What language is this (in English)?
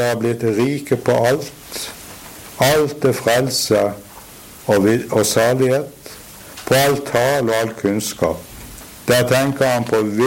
Norwegian